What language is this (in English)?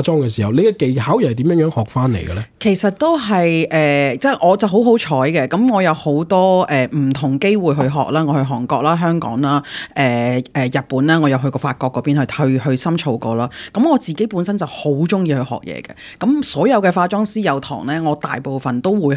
Cantonese